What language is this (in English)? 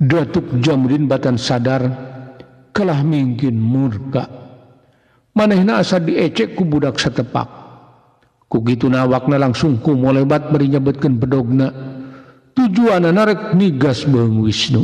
Sundanese